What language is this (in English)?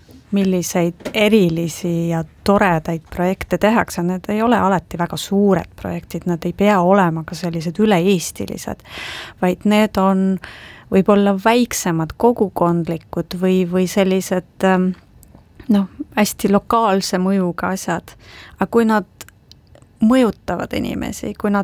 Estonian